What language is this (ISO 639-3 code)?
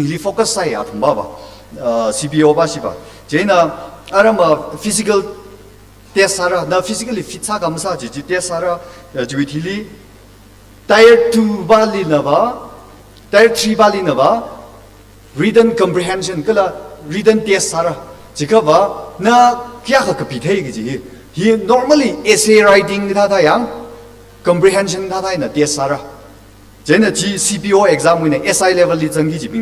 nmf